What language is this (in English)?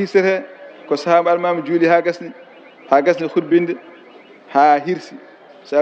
Fula